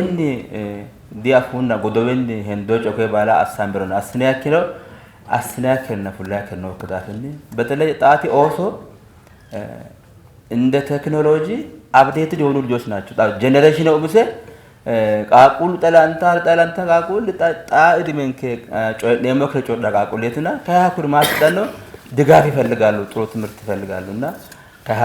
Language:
Sidamo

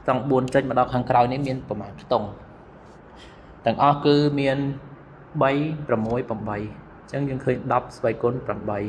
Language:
Khmer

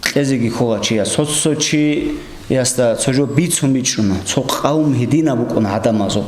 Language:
Avaric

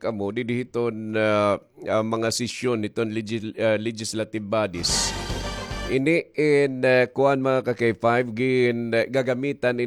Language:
Waray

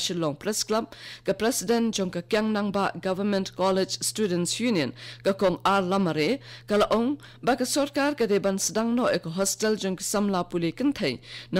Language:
Khasi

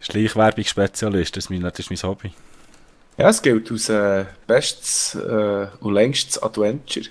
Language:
Swiss German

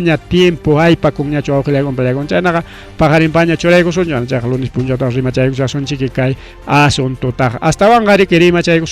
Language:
Ayacucho Quechua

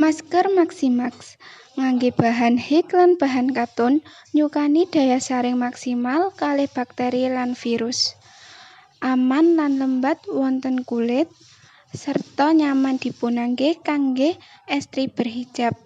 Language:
Javanese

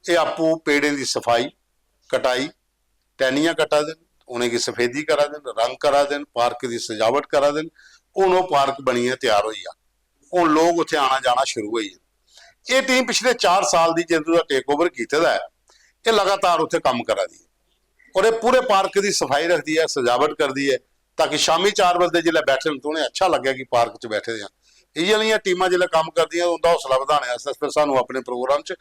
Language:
Dogri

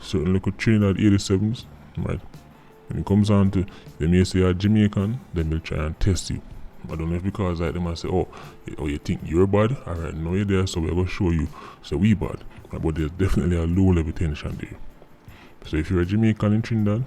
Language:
Jamaican Creole English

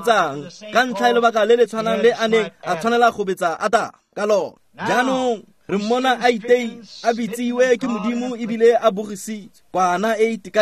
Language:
Tswana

